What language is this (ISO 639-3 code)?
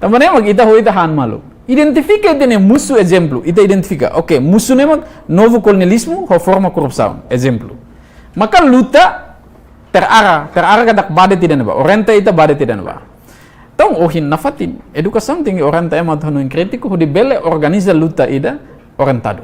tet